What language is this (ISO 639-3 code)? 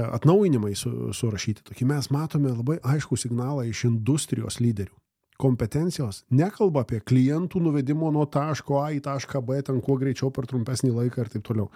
lit